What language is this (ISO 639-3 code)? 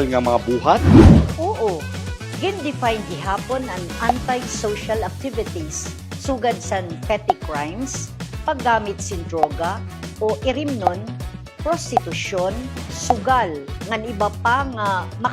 war